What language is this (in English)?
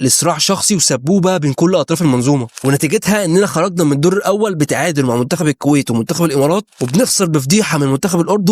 Egyptian Arabic